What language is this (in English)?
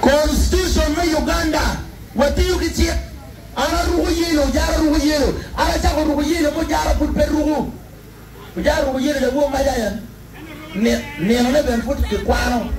Acoli